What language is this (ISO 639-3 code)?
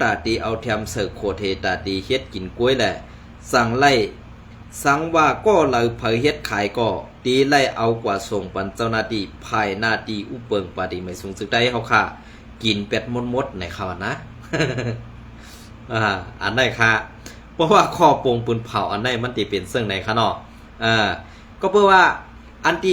shn